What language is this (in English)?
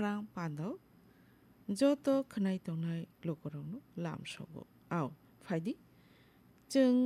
Kok Borok